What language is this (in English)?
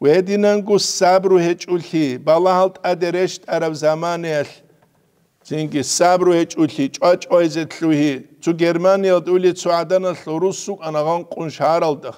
Avaric